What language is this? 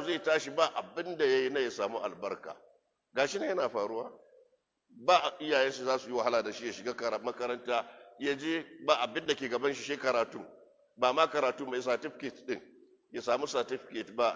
Hausa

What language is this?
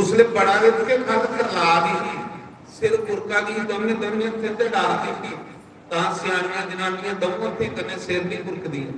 Dogri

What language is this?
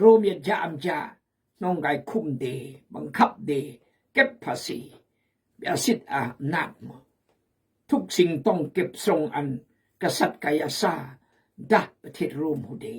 Khmu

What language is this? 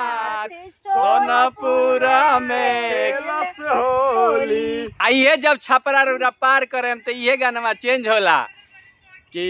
Bhojpuri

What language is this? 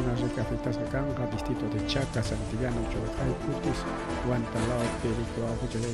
Ayacucho Quechua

